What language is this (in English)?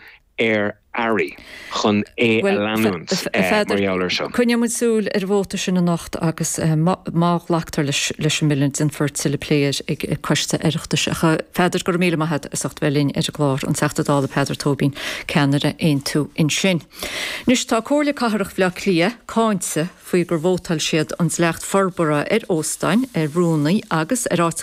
Irish